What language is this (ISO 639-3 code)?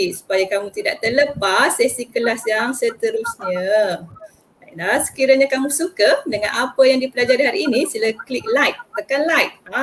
msa